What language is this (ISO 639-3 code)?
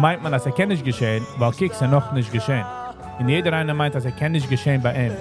yid